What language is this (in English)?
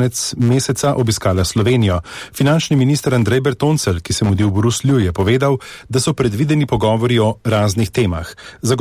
Slovenian